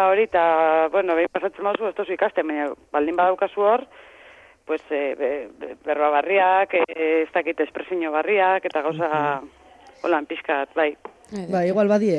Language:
Basque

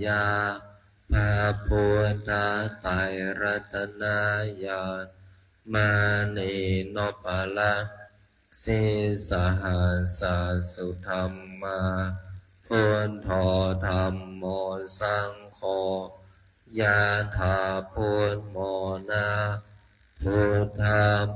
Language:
Pali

